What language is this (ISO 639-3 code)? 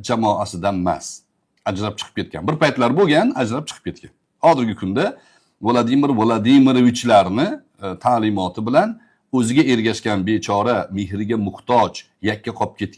uzb